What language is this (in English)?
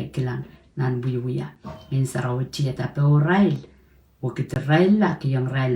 Pohnpeian